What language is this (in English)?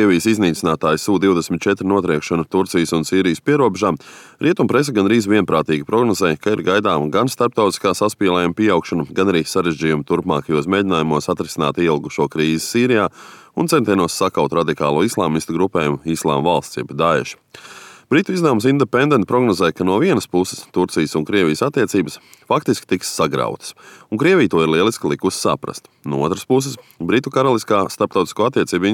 Latvian